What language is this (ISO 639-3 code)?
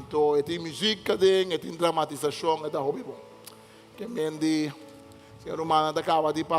pap